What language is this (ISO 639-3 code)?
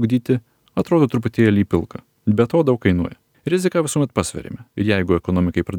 lit